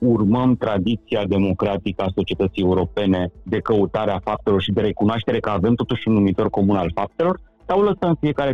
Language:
Romanian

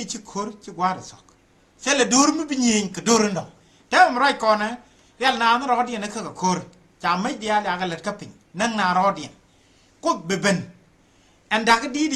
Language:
Nuer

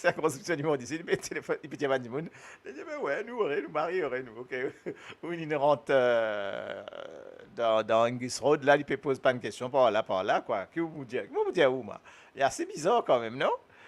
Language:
Morisyen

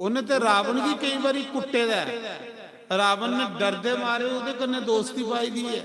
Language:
Dogri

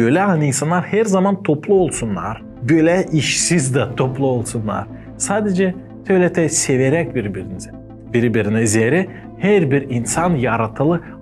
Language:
Gagauz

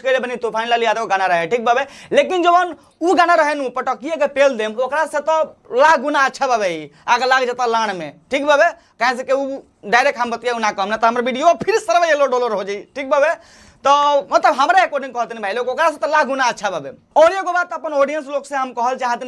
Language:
Bhojpuri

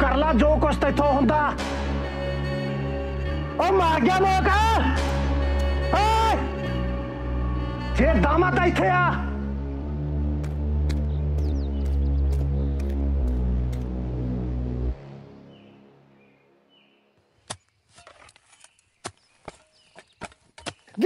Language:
Punjabi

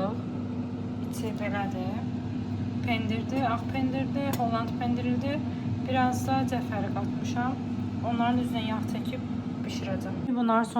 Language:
Azerbaijani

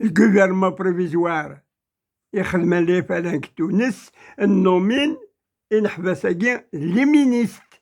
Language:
Kabyle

